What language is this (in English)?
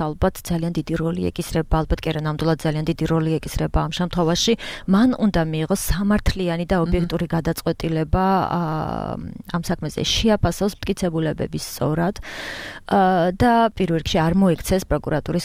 Georgian